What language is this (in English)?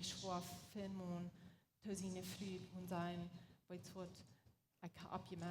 Plautdietsch